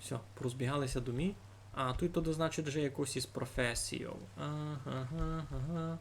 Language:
Rusyn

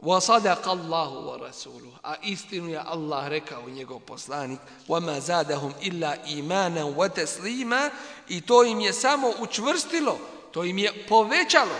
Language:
Bosnian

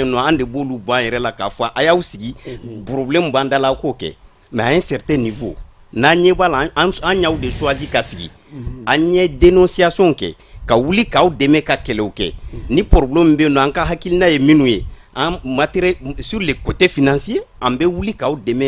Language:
Bambara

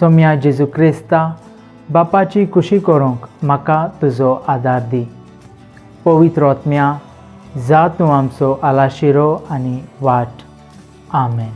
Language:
Konkani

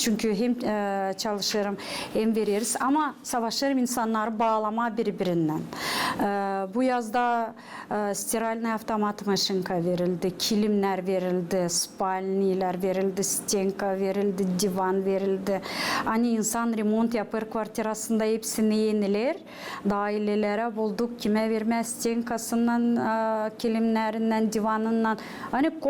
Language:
Gagauz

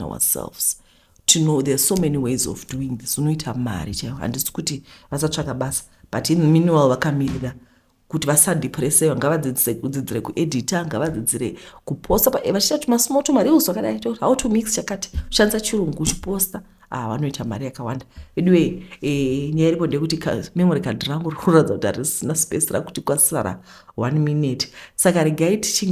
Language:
Shona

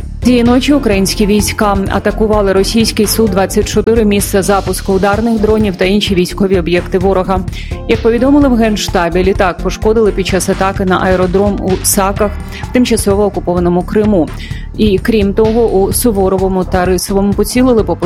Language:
Ukrainian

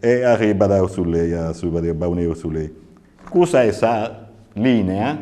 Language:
Sardinian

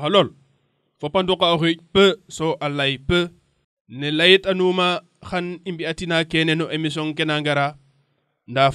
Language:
Serer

